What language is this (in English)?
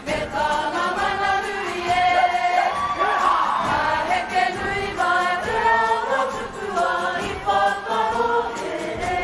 Māori